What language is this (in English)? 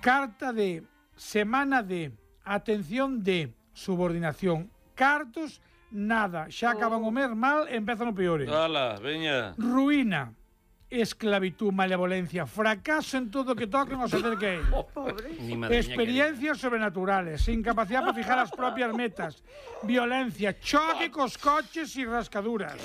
Galician